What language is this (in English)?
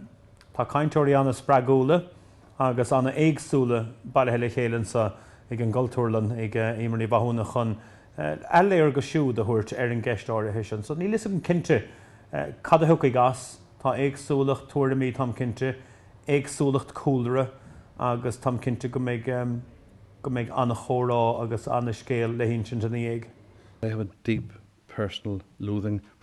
Irish